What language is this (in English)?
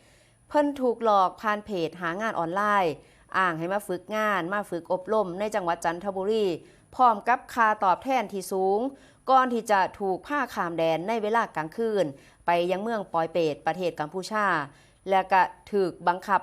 Northeastern Thai